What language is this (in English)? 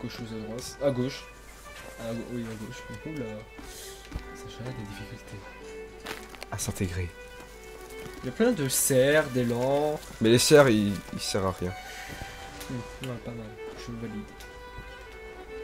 French